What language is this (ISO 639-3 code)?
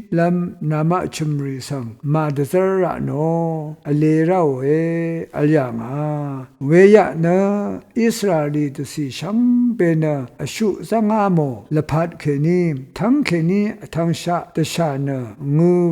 raw